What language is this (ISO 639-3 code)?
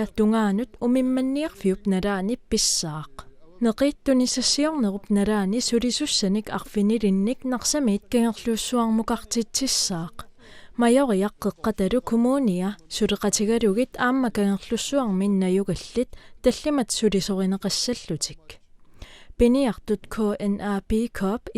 kal